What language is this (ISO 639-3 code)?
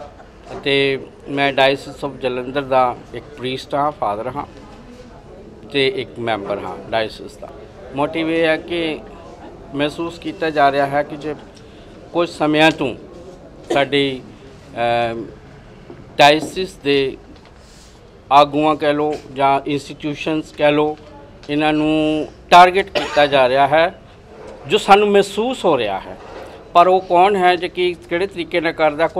pan